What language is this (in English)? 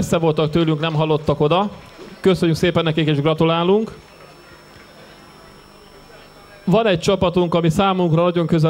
Hungarian